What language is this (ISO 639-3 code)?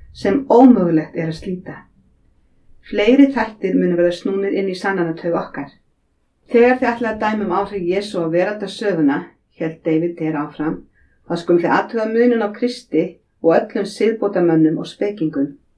isl